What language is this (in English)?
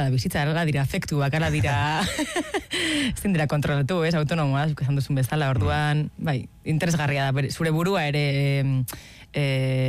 Basque